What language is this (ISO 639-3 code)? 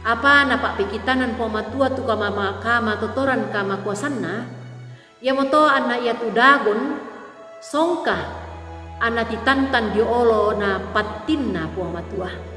sda